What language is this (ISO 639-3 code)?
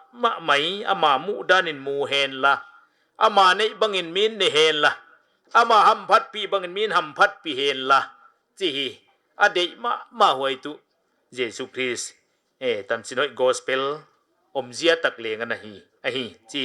pck